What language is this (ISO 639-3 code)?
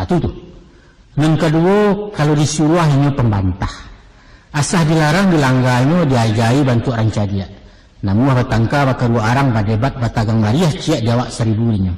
min